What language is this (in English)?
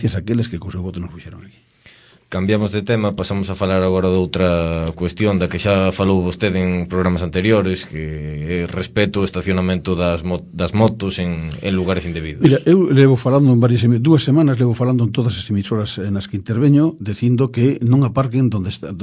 Galician